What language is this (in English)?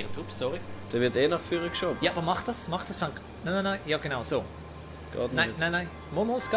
Swiss German